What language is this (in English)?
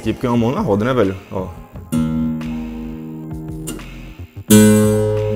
Portuguese